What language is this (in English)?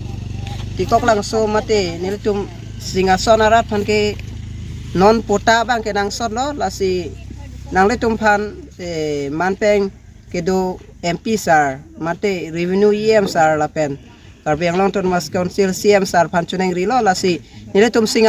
Karbi